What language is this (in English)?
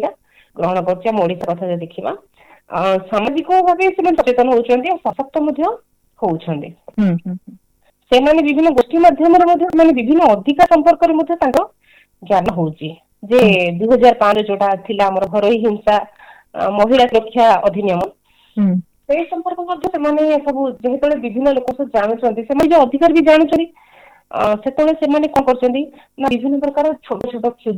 Odia